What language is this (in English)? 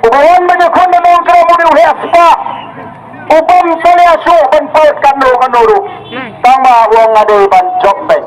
Khasi